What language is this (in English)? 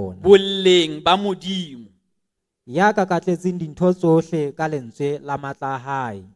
Southern Sotho